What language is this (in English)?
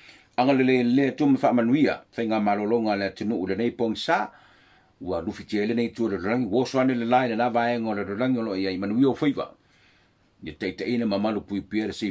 Samoan